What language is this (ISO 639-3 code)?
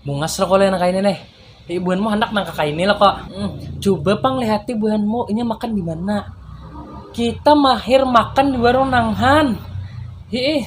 bjn